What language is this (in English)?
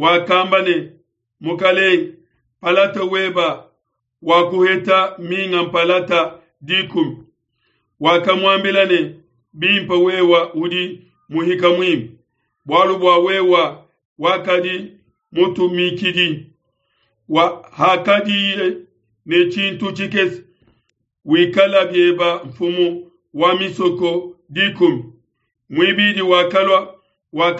Luba-Lulua